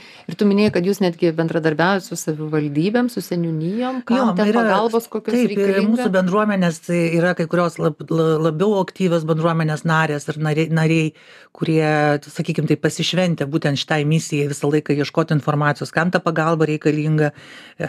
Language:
Lithuanian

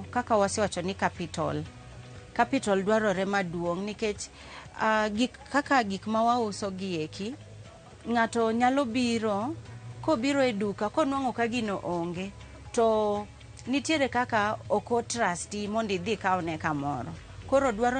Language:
Luo (Kenya and Tanzania)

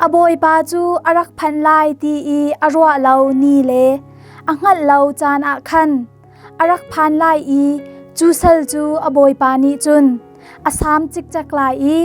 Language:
Hakha Chin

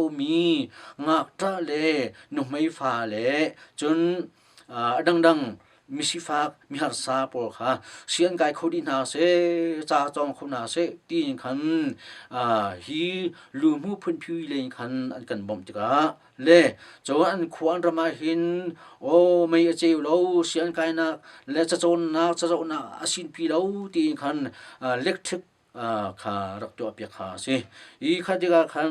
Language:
Hakha Chin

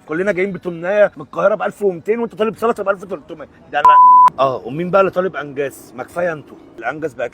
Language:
Egyptian Arabic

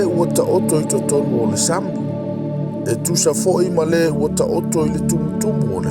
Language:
Samoan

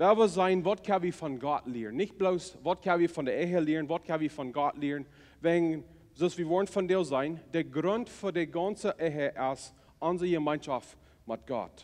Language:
Plautdietsch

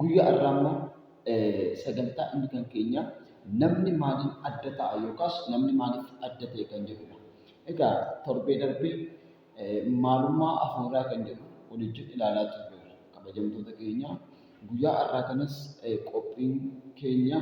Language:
Oromo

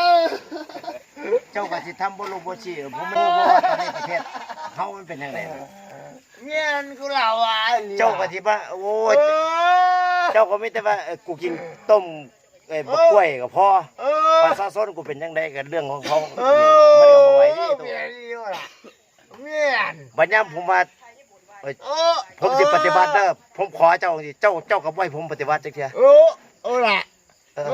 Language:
Northeastern Thai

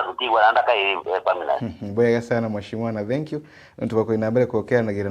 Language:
Meru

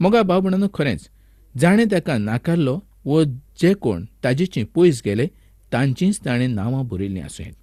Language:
Konkani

